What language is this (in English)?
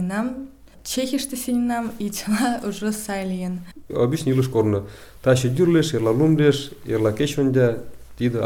Mari